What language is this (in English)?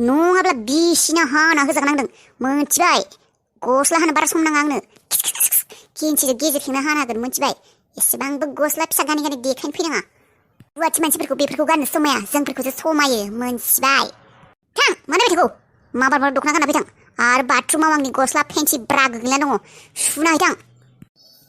Bodo